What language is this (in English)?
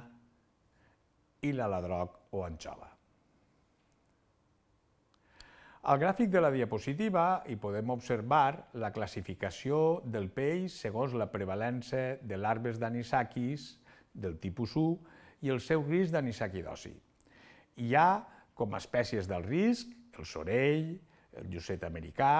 Catalan